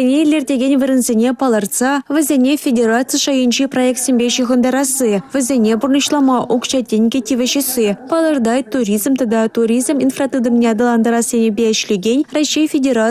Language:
Chuvash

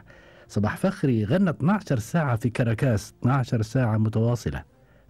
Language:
Gulf Arabic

